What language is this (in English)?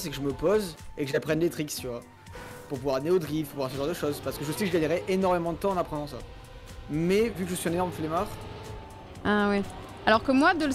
French